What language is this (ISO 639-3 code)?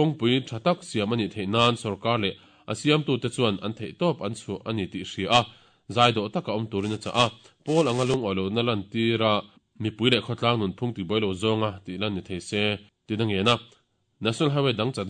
lus